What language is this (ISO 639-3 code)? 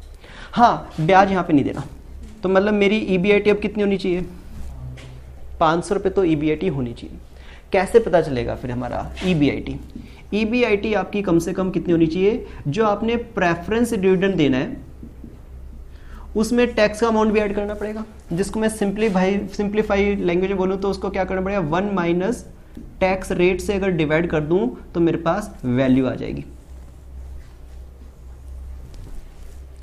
hin